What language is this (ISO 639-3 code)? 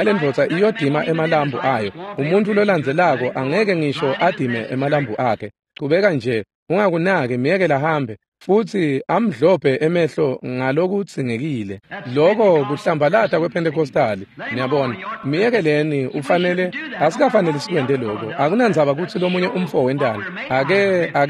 ssw